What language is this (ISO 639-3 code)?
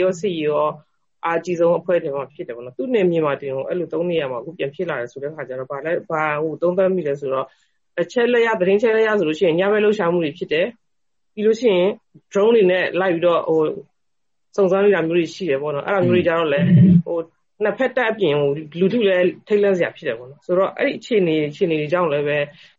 mya